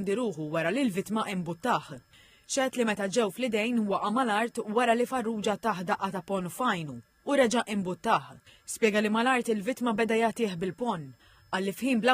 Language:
Maltese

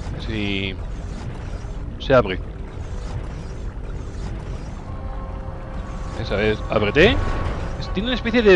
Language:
Spanish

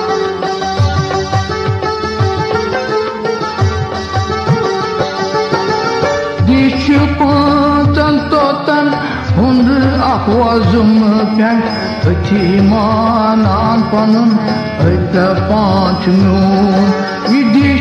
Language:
Kashmiri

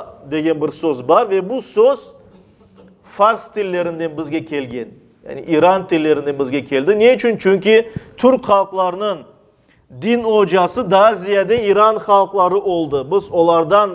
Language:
Crimean Tatar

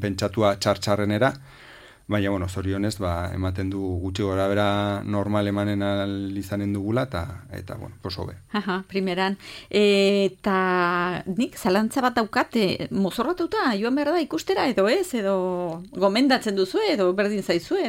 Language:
Basque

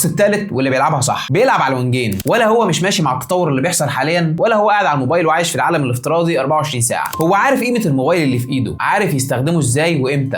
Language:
Egyptian Arabic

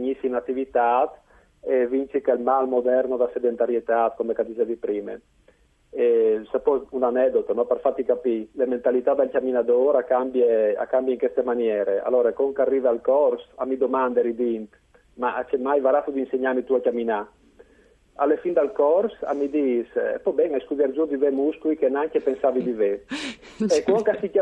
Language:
Friulian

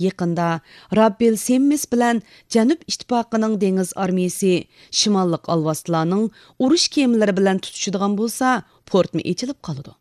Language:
Uyghur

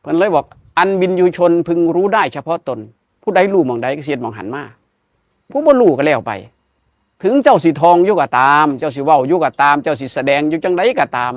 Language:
Northeastern Thai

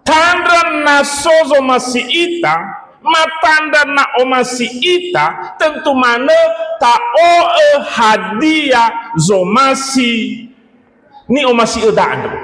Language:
Nias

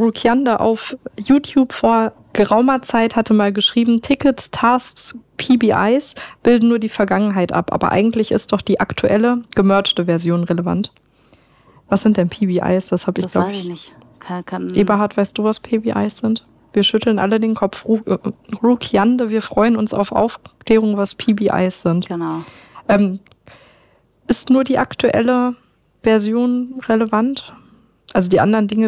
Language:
German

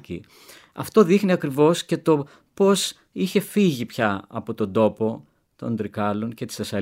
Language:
Greek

